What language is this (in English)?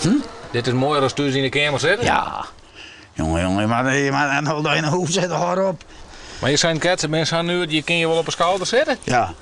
Western Frisian